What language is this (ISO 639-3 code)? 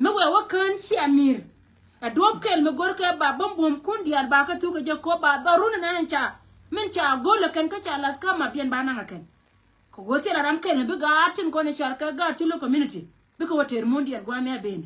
nus